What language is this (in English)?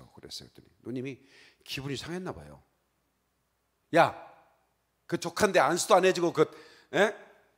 Korean